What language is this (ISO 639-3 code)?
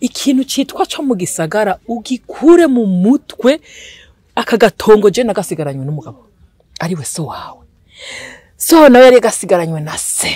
run